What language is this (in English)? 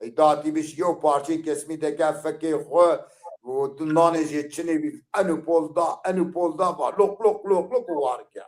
Zaza